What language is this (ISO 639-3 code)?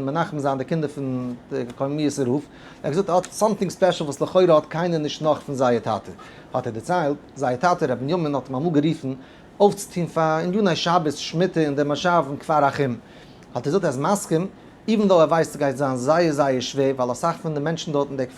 yid